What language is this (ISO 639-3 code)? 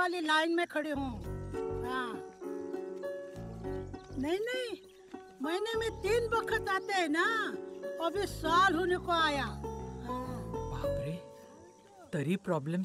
mar